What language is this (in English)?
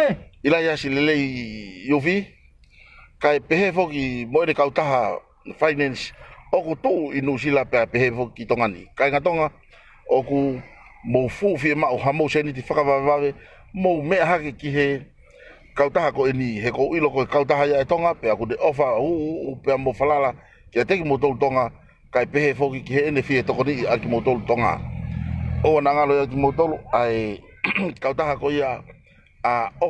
Tongan